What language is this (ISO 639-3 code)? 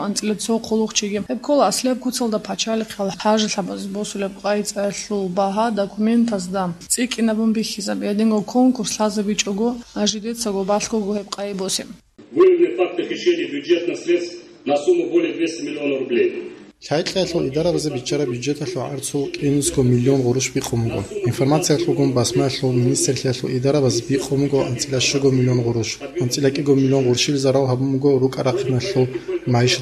ava